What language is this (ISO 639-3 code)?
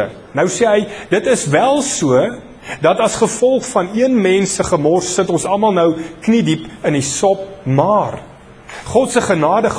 afr